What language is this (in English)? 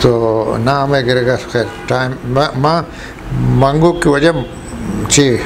Eastern Balochi